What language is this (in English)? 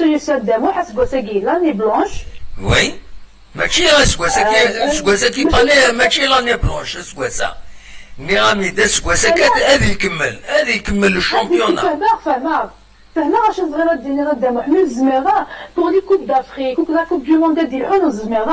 Kabyle